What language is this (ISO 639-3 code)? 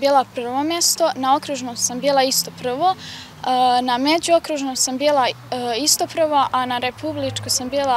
bos